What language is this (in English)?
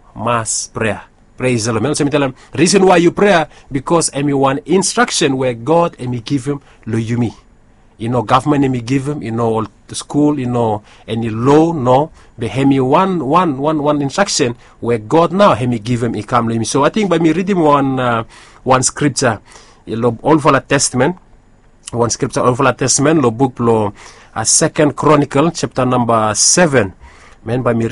Bislama